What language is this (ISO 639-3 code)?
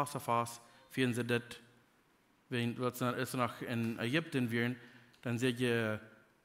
pdt